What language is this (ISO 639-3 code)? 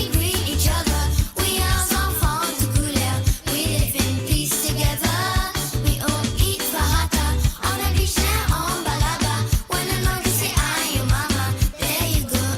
mfe